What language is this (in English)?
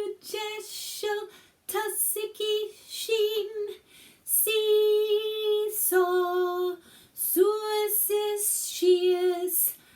Scottish Gaelic